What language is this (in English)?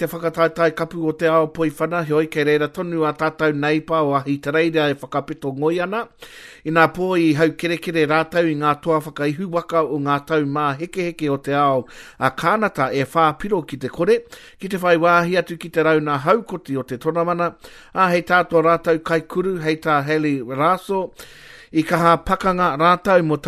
Māori